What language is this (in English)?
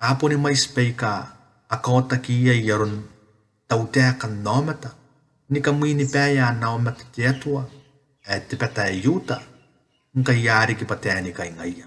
Gilbertese